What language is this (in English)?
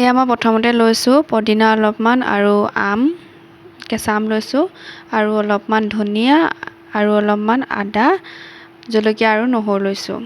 Assamese